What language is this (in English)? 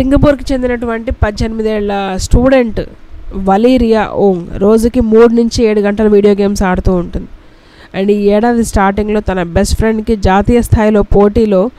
Telugu